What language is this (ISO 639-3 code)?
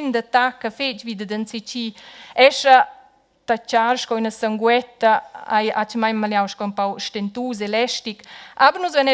roh